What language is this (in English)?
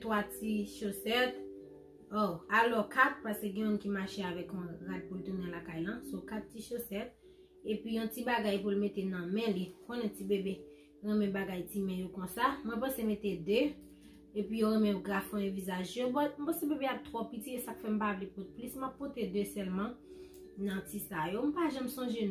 Haitian Creole